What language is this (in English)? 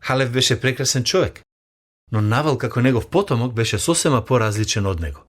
Macedonian